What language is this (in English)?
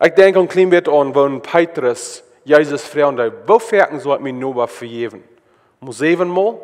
Plautdietsch